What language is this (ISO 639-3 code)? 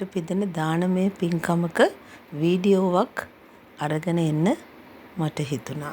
sin